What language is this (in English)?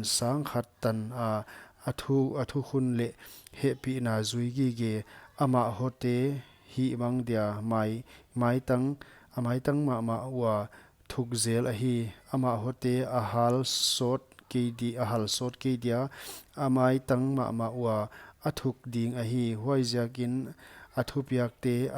Paite Chin